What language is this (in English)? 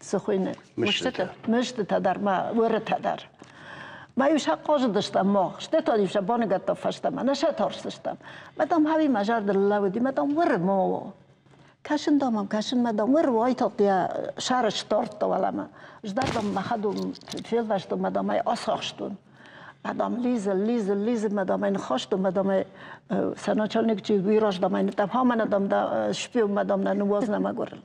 Ossetic